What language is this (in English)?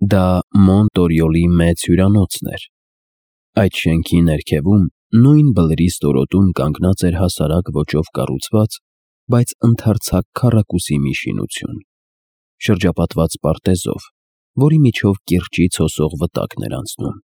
Armenian